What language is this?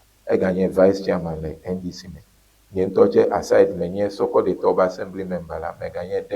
Ewe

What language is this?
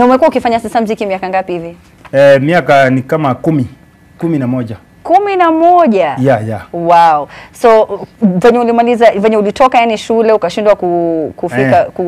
Swahili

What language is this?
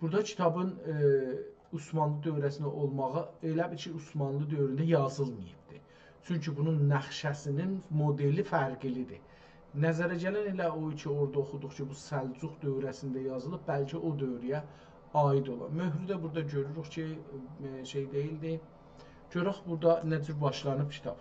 South Azerbaijani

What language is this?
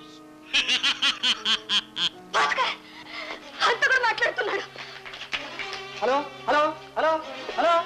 Telugu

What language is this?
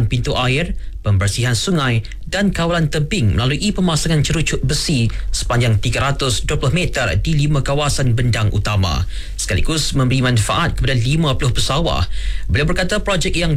Malay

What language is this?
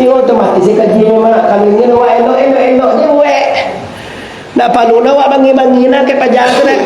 Minangkabau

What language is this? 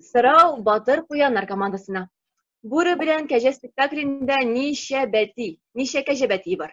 Tatar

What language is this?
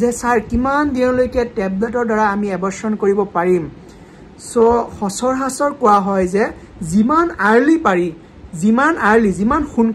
Assamese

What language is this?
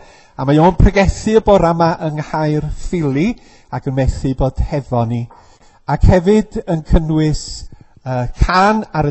Welsh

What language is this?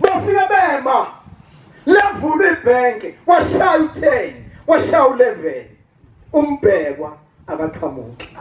Zulu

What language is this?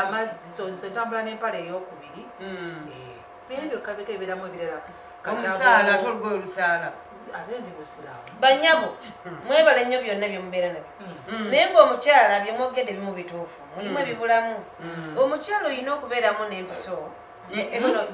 Ganda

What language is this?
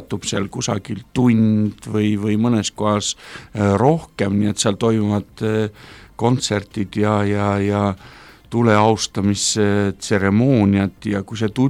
Estonian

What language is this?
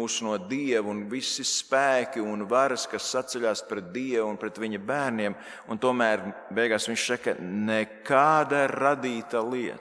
Latvian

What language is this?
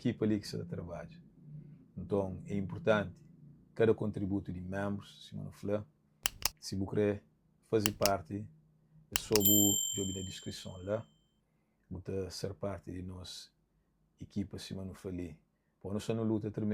Kabuverdianu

